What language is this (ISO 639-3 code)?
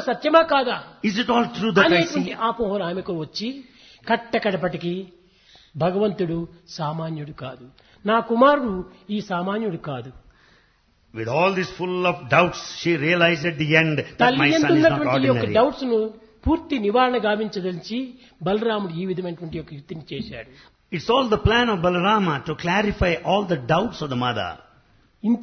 tel